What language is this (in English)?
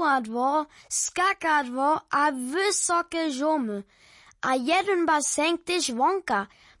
Upper Sorbian